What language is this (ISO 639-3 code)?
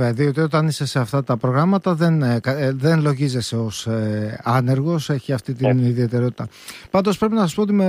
ell